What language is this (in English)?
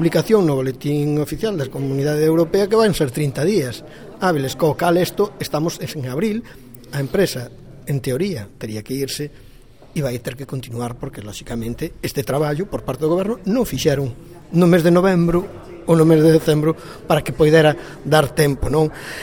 Galician